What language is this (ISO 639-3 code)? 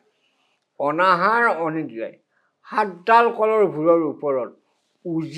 asm